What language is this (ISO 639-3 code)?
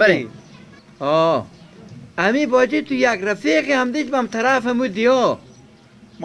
fas